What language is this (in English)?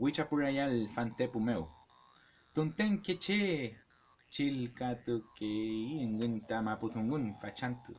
Mapuche